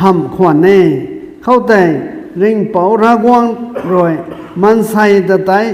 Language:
Rongmei Naga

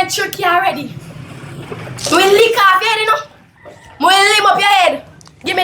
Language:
Jamaican Creole English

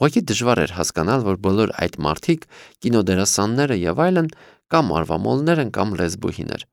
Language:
Armenian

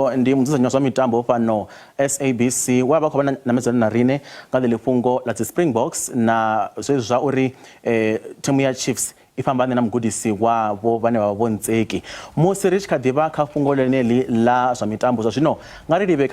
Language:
Venda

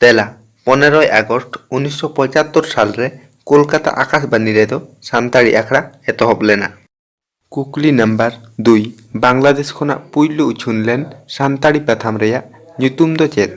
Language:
Santali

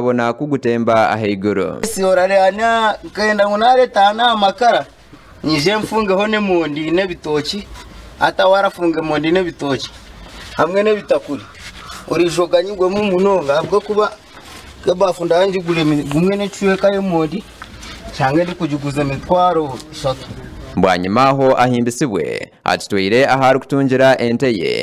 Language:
Nyankole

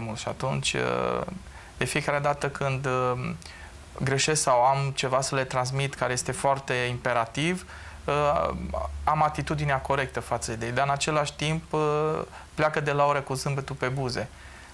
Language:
Romanian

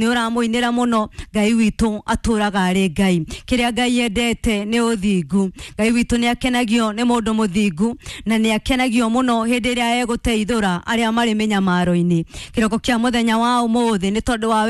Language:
Kikuyu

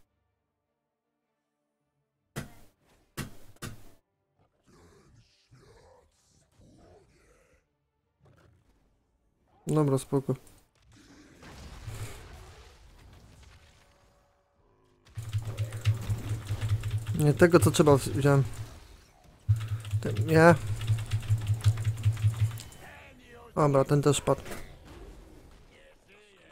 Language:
Polish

